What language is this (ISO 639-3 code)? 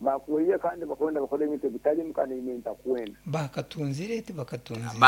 nyn